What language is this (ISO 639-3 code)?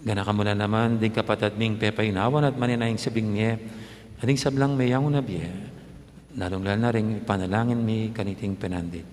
pam